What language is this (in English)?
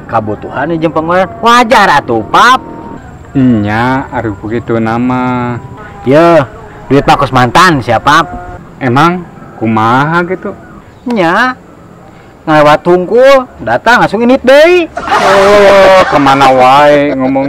Sundanese